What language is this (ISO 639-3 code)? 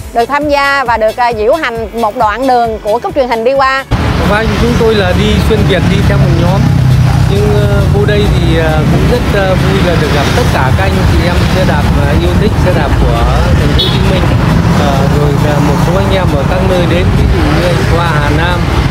vie